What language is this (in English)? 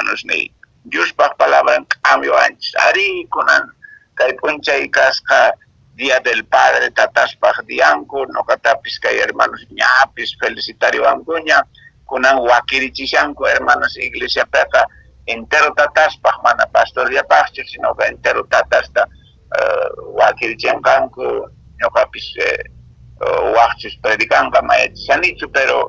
Quechua